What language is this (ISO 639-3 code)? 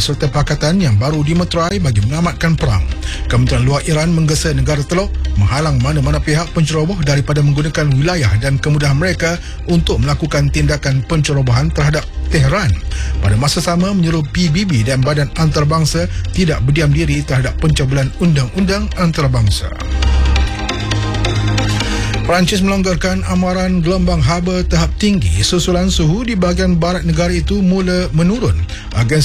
msa